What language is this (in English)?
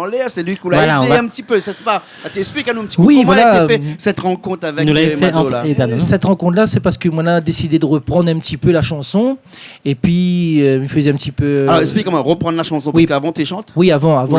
Réunion Creole French